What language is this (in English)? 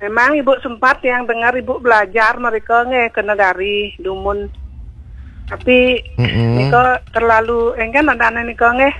Balinese